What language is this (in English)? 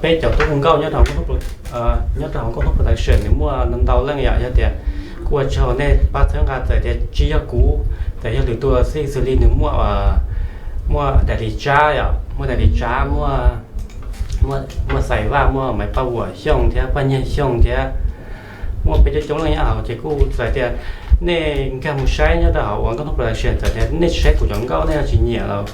Hmong